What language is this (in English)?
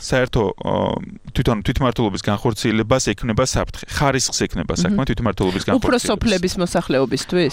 Georgian